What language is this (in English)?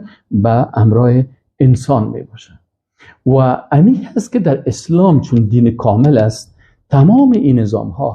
Persian